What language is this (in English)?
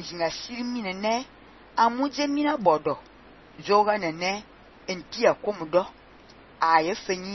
Fang